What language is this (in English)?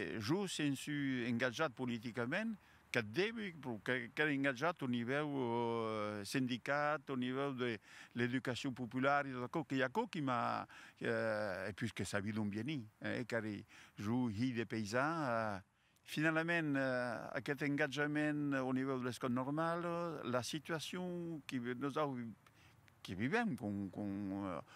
Occitan